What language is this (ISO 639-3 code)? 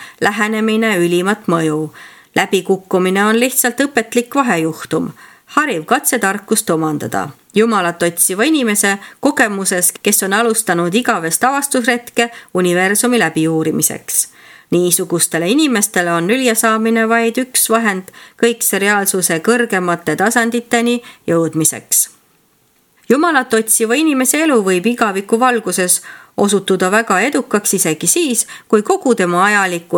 est